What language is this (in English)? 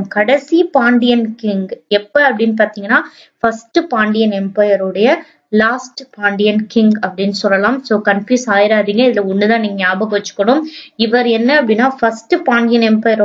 Tamil